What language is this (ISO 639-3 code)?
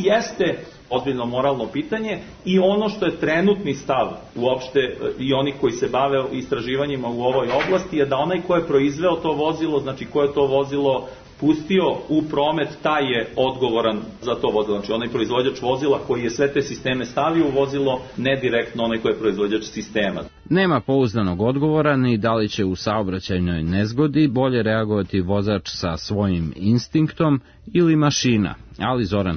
srp